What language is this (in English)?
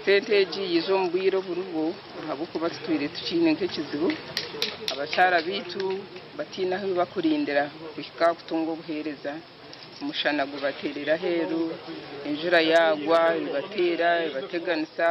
Nyankole